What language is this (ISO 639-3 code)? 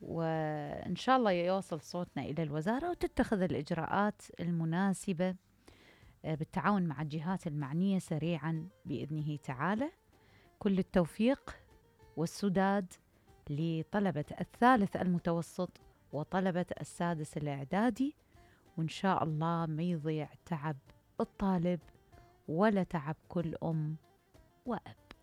acm